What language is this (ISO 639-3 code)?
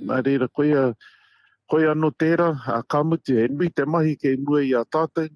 mri